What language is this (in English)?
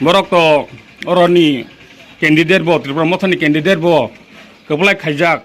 Kok Borok